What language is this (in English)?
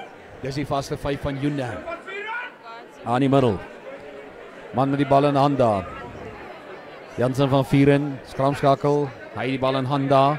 Afrikaans